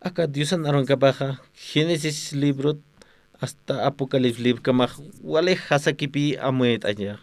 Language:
Aymara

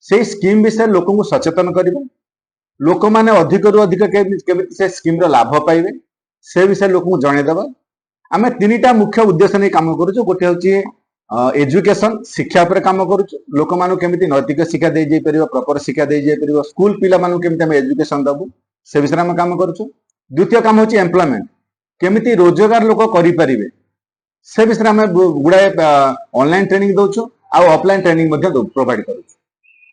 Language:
Odia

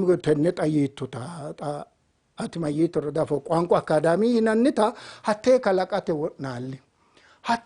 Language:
Sidamo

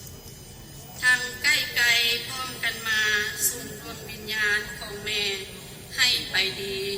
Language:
Lao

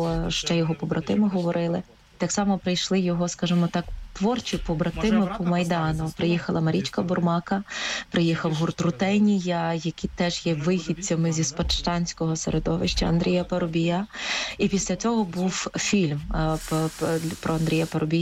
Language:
Ukrainian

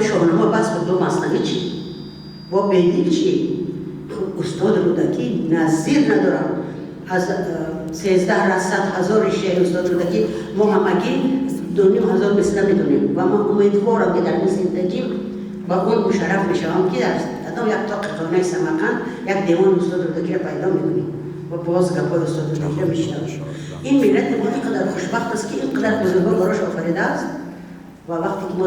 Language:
Tajik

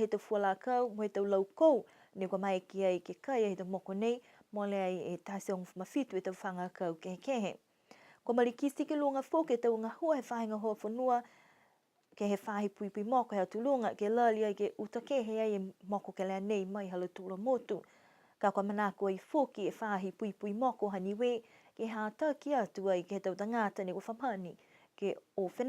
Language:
Niuean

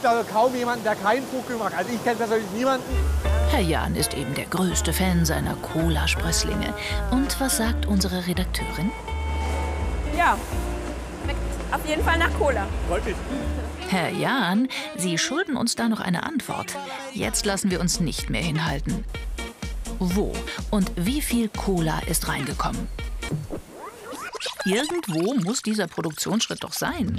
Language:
German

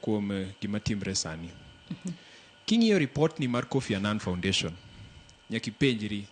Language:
Luo (Kenya and Tanzania)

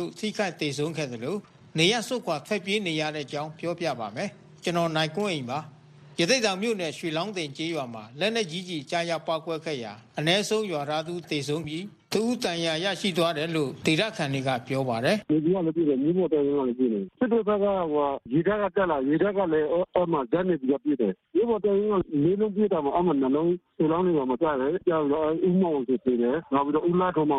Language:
Burmese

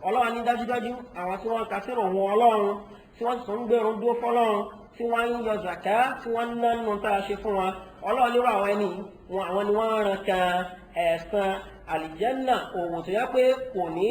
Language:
Yoruba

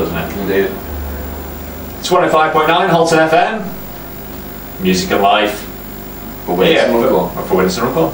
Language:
English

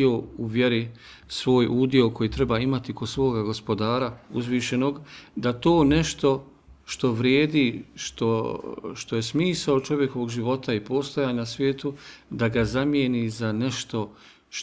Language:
Bosnian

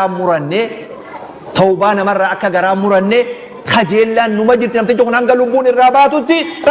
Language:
Oromo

